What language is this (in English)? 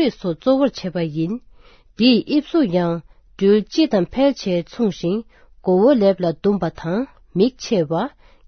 Tibetan